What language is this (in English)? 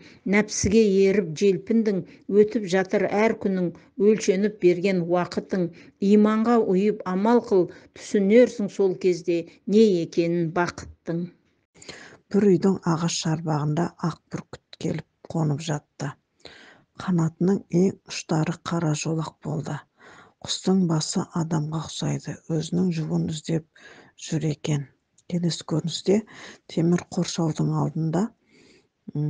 Kazakh